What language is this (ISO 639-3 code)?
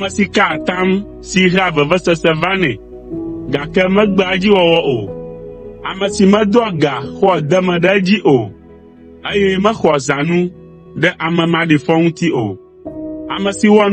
ewe